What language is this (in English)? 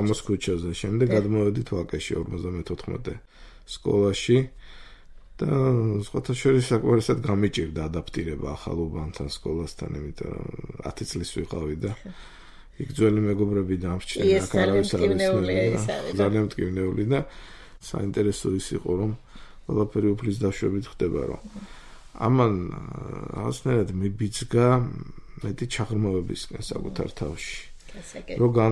Georgian